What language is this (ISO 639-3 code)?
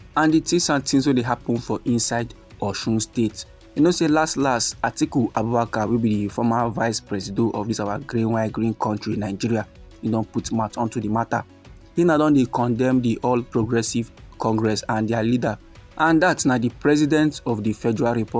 pcm